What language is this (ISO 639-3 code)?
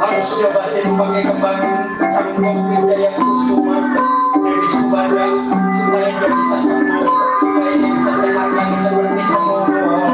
bew